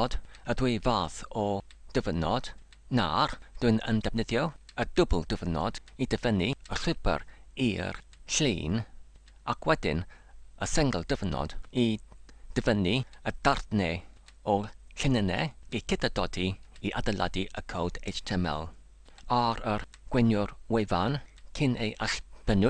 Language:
Welsh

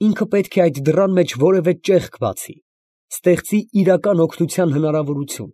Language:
Armenian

